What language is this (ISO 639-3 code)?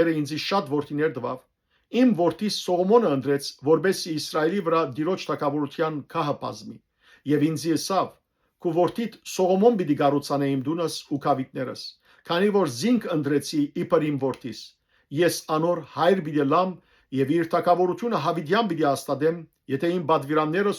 hyw